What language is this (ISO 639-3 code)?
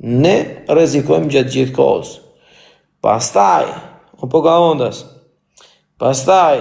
sqi